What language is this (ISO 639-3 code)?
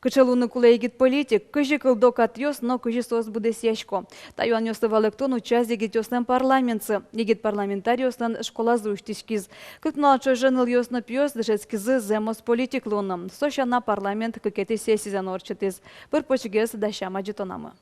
udm